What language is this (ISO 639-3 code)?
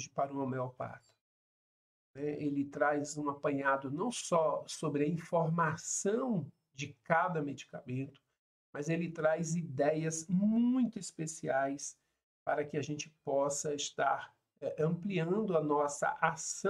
por